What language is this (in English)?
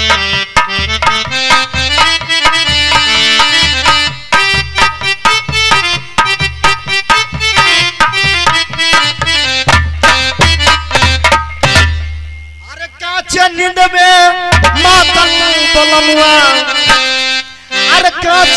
Bhojpuri